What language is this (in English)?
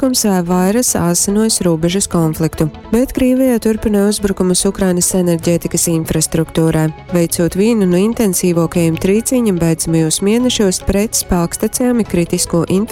Latgalian